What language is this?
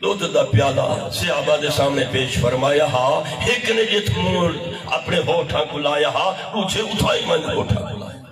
Saraiki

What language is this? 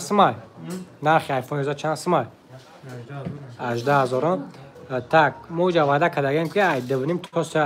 Tajik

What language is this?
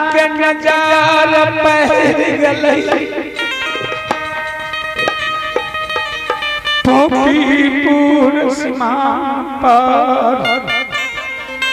Bhojpuri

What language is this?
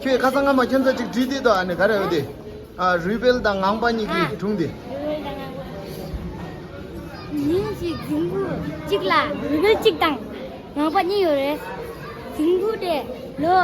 Tibetan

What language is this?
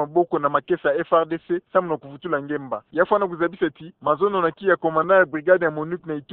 Kituba (Democratic Republic of Congo)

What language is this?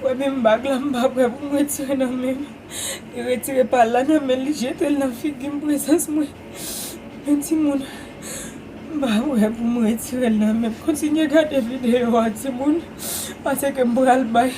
Haitian Creole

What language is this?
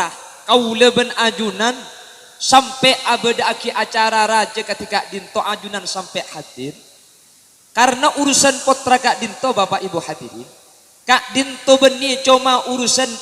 Madurese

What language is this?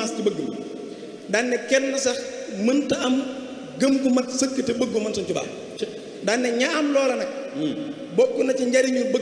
Wolof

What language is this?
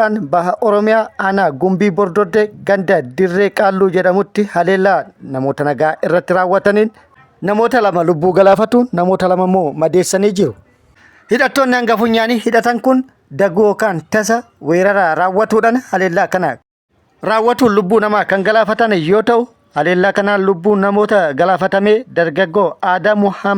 Oromo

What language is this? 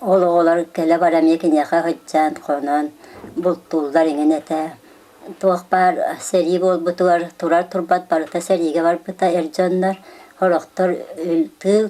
Yakut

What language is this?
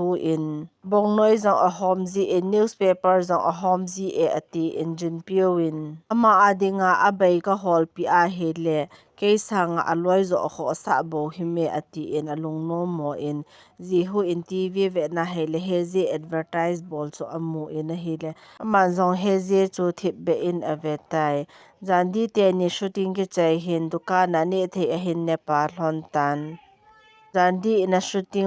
Thado Chin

